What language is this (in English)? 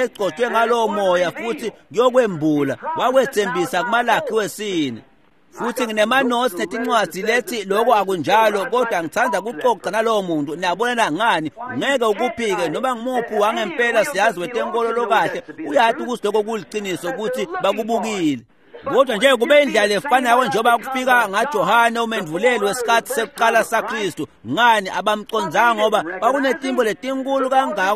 Swati